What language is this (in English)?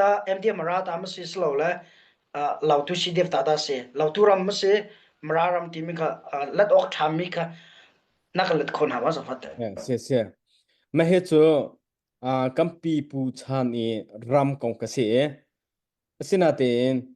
Hakha Chin